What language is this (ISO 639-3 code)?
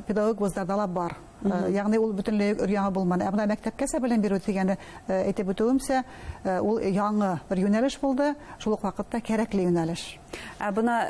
bak